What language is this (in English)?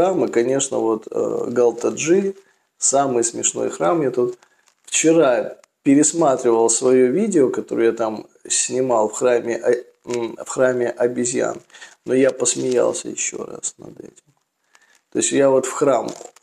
Russian